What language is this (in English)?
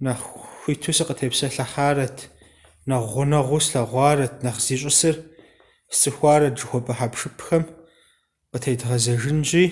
Kabardian